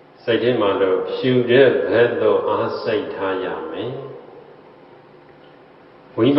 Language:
Burmese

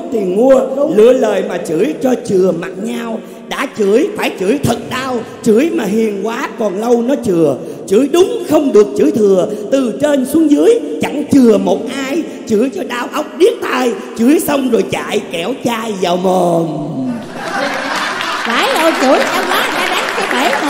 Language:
Vietnamese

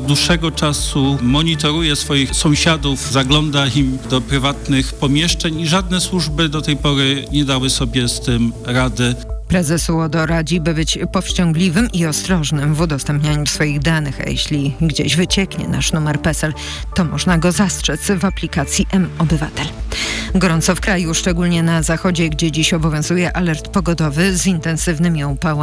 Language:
Polish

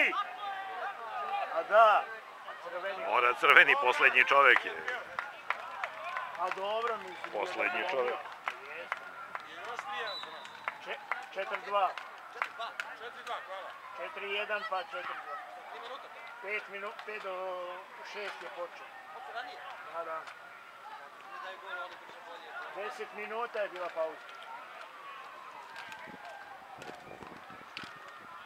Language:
Serbian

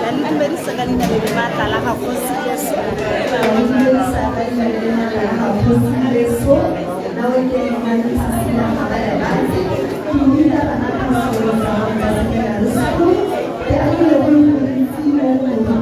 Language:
Tswana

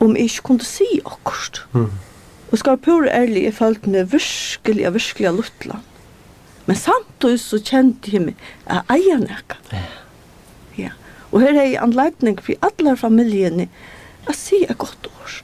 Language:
Faroese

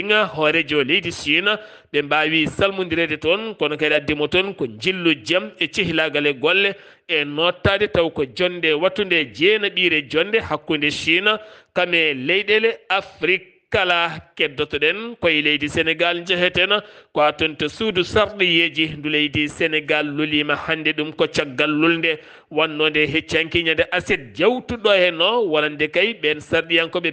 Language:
Fula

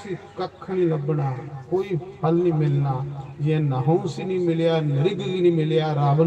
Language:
Dogri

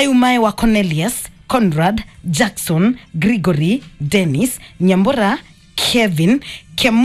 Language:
Kamba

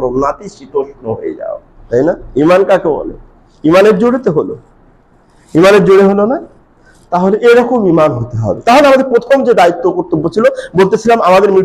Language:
Bangla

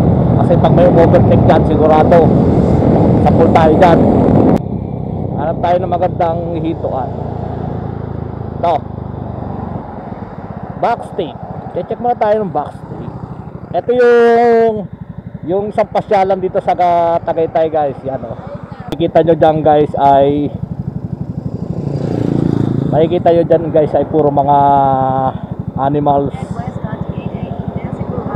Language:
Filipino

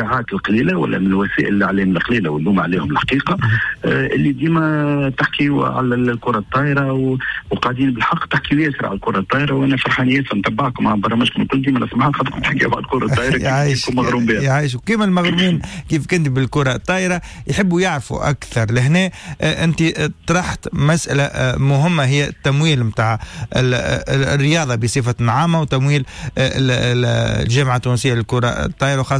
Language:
Tunisian Arabic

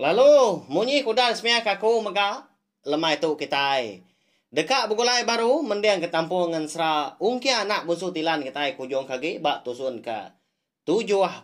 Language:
Iban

